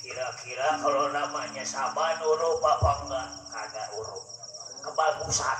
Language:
Betawi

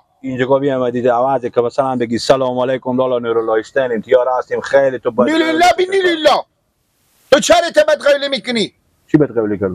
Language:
Persian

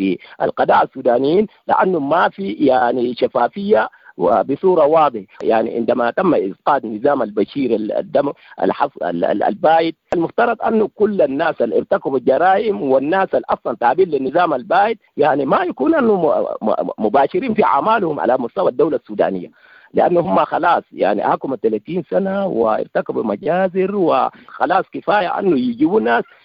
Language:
Sudanese Arabic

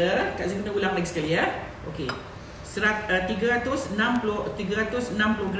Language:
Malay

